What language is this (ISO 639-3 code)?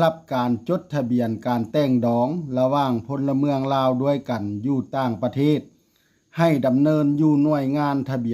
lao